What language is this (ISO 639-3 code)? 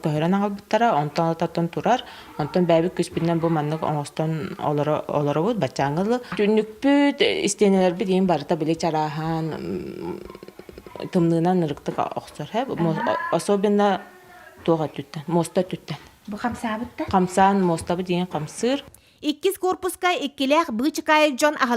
sah